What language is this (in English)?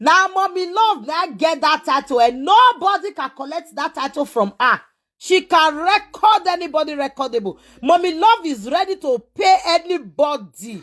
Nigerian Pidgin